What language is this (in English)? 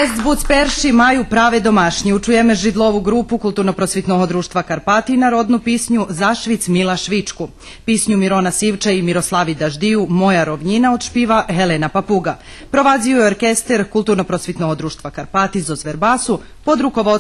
Rusyn